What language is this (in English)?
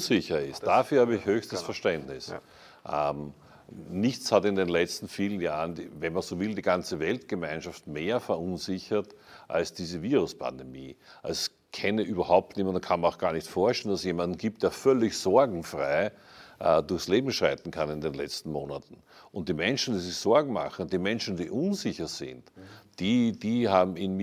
German